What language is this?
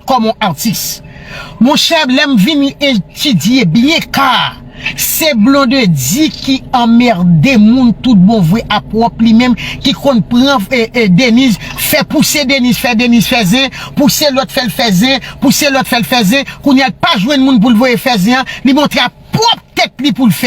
Haitian Creole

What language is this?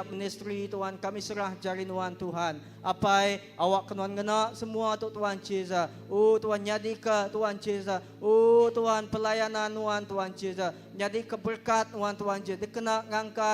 Iban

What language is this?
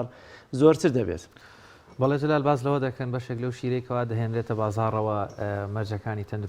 Central Kurdish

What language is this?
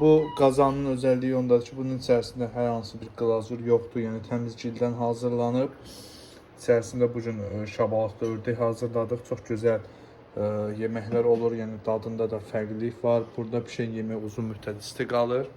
Azerbaijani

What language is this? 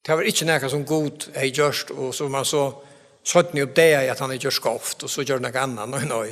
Faroese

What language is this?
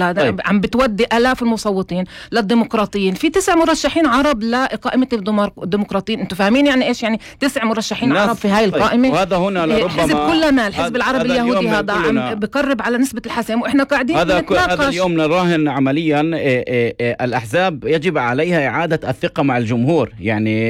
North Levantine Arabic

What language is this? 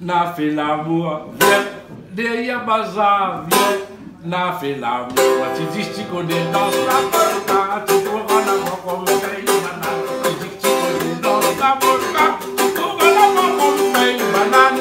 Réunion Creole French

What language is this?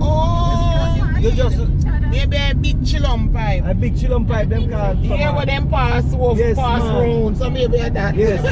Jamaican Creole English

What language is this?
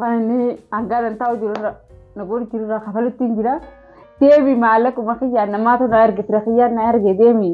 Oromo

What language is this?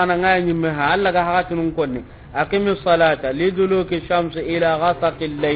Soninke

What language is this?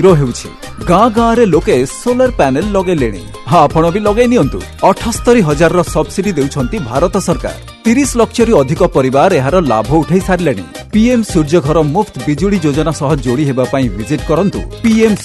Odia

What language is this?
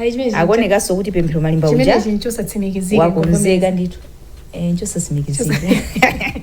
Nyanja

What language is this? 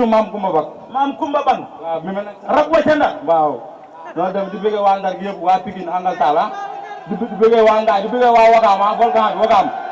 Wolof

